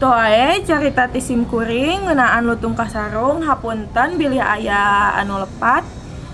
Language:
Sundanese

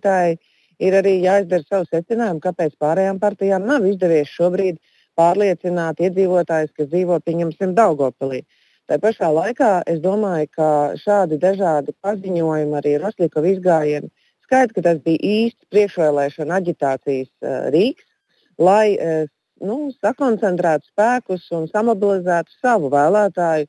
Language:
Latvian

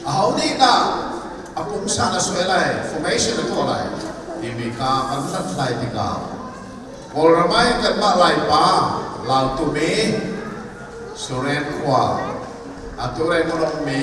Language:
Hakha Chin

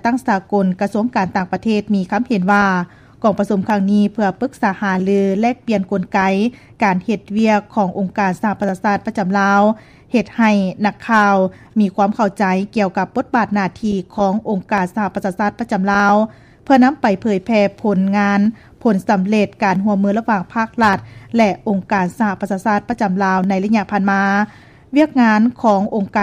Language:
Lao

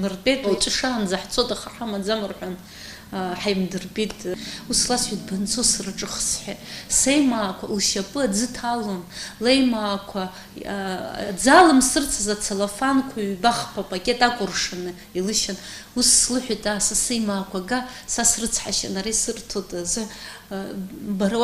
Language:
Abkhazian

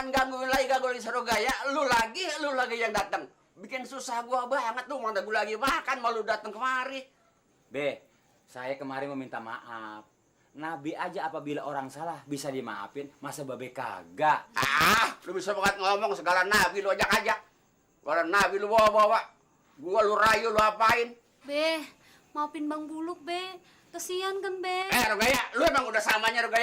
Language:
Betawi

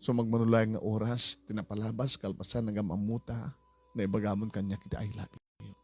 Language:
Iloko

